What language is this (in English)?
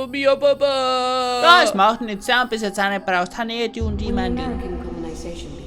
Bavarian